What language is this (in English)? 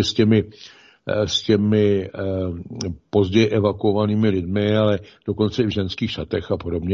Czech